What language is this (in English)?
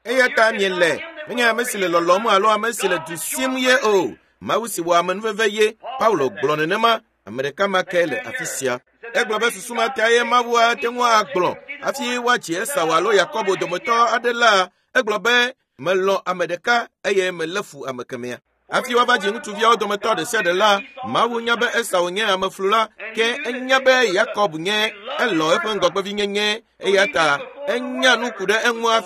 Ewe